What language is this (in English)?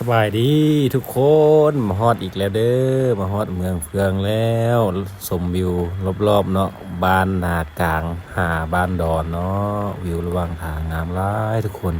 Lao